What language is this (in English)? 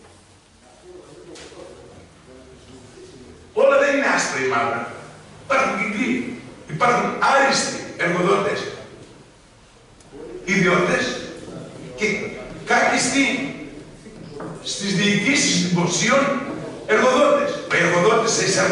Greek